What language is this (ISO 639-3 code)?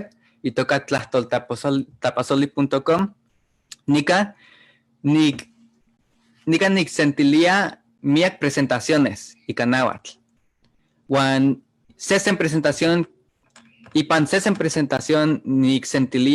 nhe